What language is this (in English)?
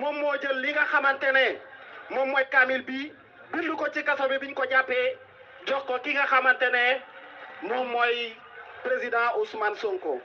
Wolof